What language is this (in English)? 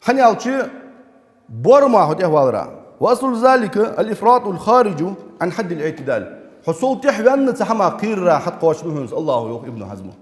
Ingush